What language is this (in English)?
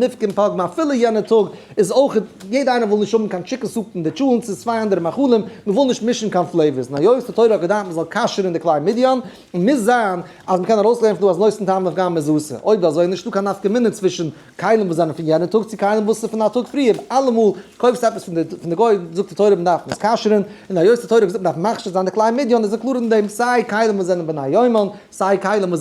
Yiddish